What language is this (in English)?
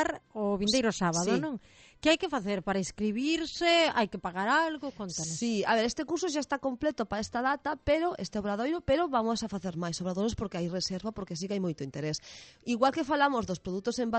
Galician